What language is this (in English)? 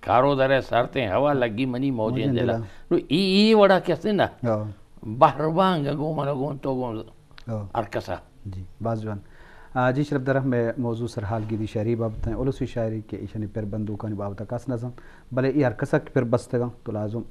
Eastern Balochi